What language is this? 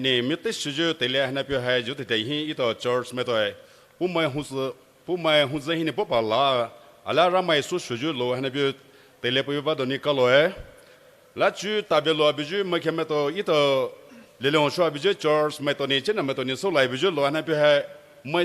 Poumei Naga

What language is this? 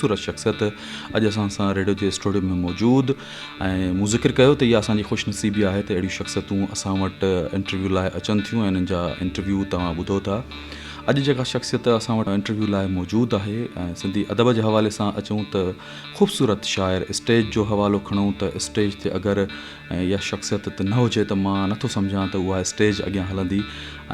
Sindhi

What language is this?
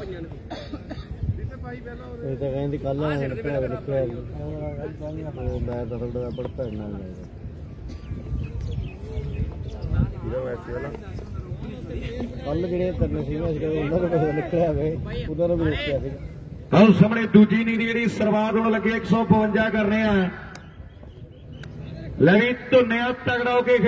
Punjabi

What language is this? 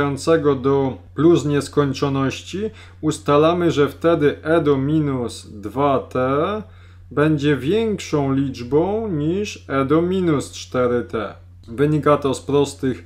Polish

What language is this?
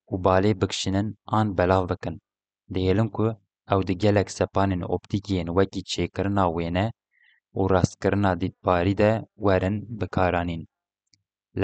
Kurdish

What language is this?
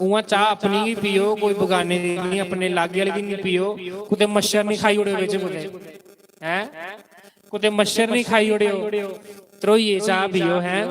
Dogri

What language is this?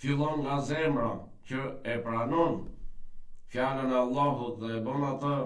Albanian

